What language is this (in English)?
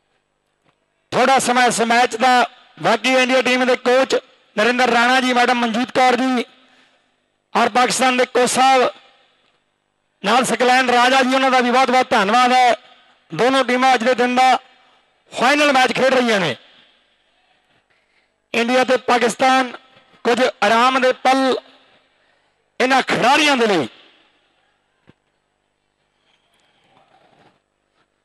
Punjabi